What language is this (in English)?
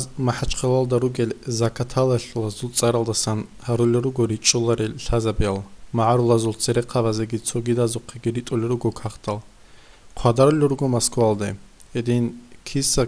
Avaric